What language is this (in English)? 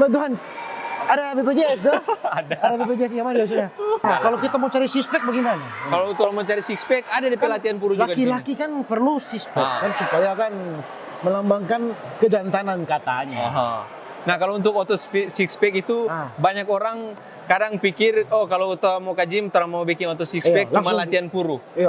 Manado Malay